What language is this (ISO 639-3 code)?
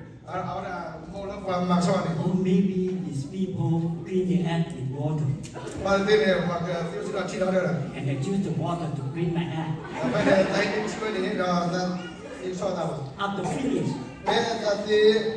ksw